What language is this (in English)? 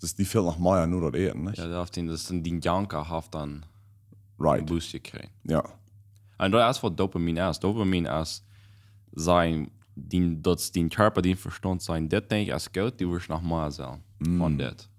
Plautdietsch